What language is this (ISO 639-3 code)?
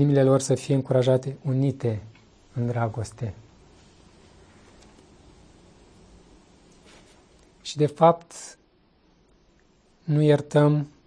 ron